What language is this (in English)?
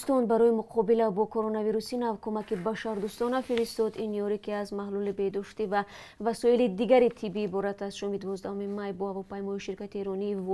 Tajik